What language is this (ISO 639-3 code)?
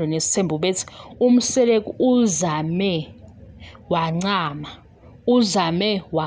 zul